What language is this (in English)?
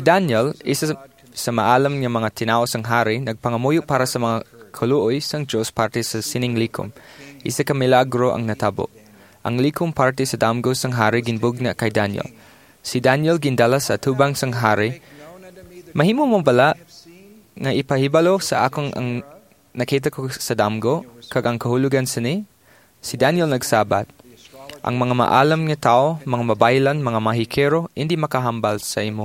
Hiligaynon